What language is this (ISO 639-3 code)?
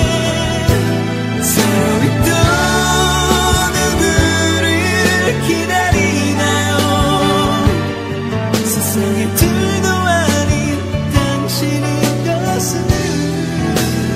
kor